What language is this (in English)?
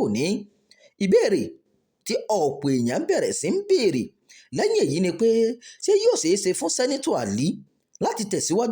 Yoruba